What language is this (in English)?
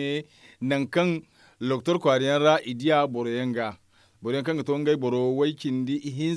Zarma